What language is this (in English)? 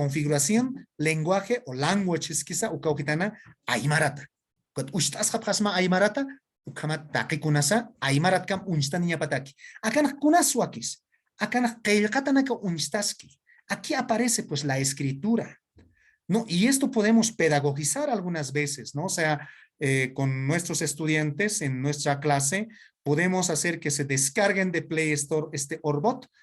Aymara